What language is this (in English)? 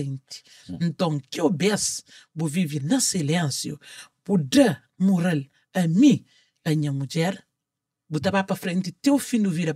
Kabuverdianu